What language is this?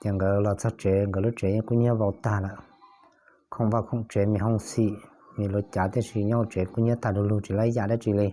Hmong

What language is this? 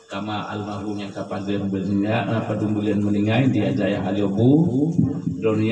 Achinese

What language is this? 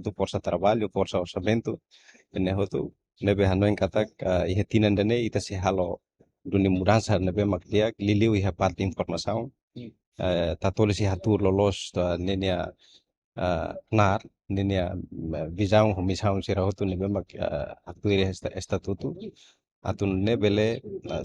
Tetum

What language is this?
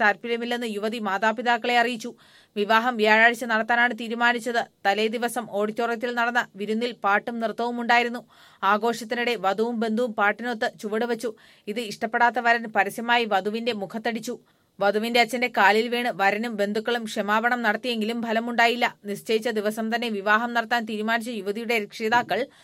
Malayalam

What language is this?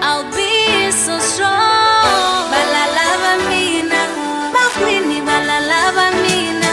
Tsonga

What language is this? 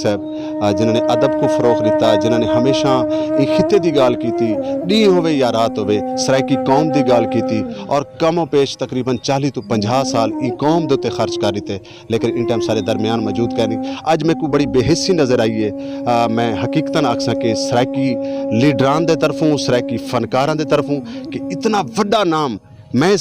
Saraiki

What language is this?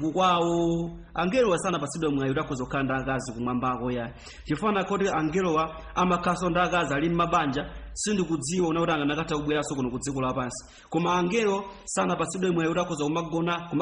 Nyanja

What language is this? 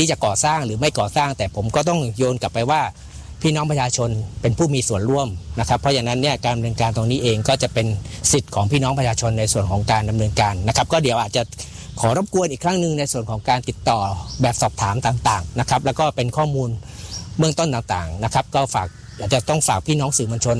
Thai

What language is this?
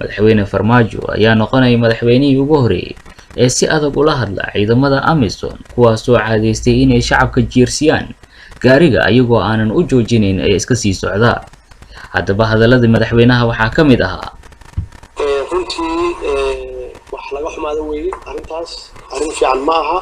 Somali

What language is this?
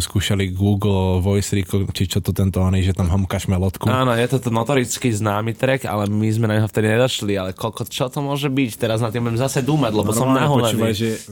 Slovak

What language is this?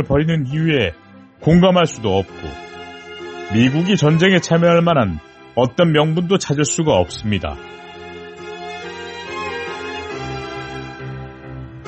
Korean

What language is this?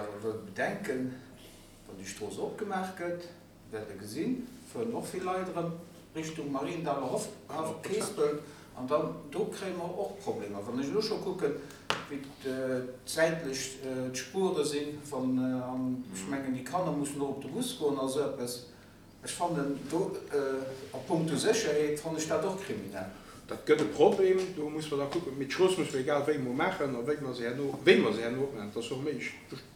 Luxembourgish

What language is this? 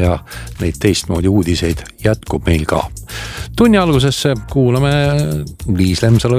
Estonian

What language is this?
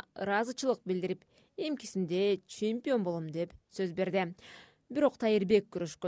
Kyrgyz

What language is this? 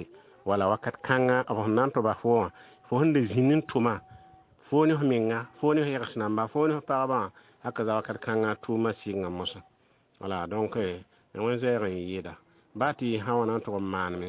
Mossi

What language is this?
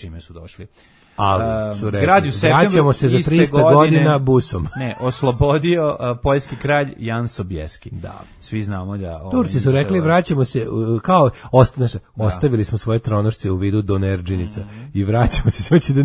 Serbian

